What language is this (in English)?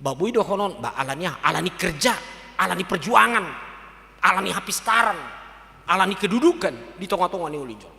Batak Toba